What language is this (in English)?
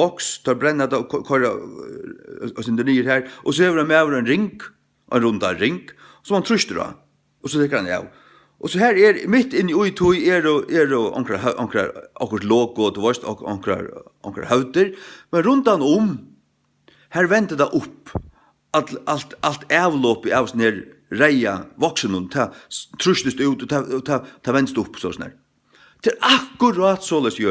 Faroese